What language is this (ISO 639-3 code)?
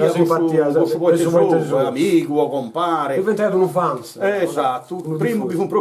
srd